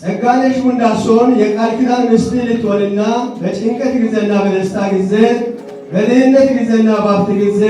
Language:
Amharic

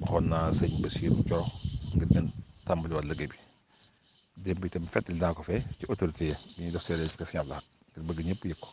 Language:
Wolof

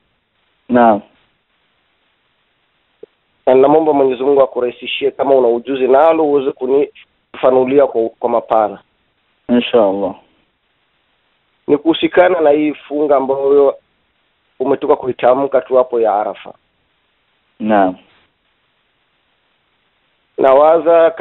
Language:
Swahili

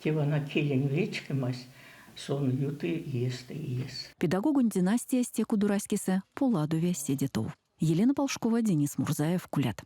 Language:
Erzya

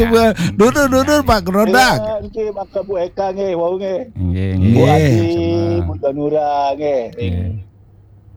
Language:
Balinese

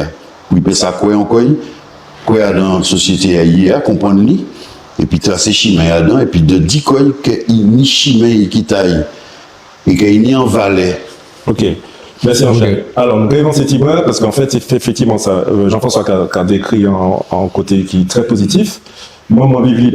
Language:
Guadeloupean Creole French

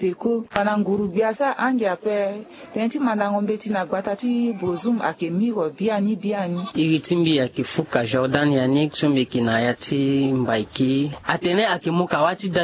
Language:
Sango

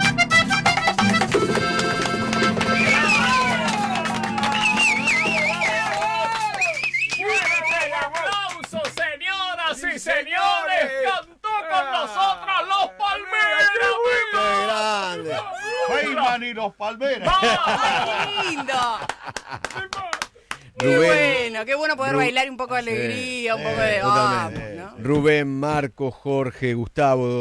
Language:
Spanish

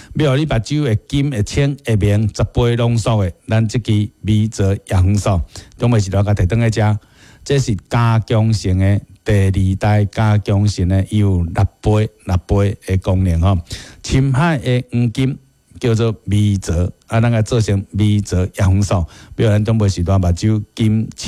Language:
Min Nan Chinese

